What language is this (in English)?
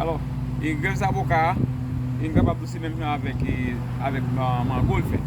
Haitian Creole